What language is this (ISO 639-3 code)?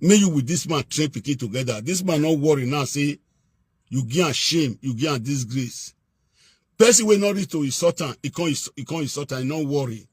pcm